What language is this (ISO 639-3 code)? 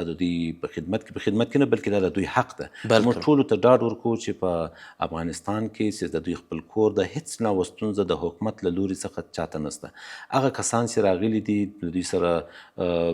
pus